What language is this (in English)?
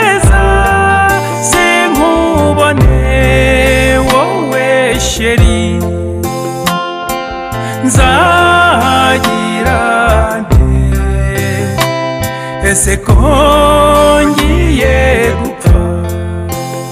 Kinyarwanda